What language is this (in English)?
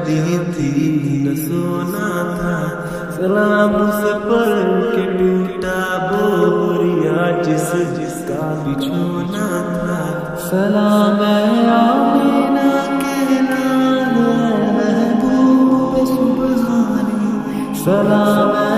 Urdu